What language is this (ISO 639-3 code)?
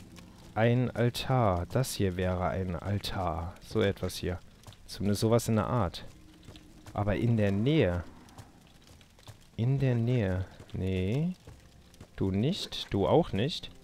deu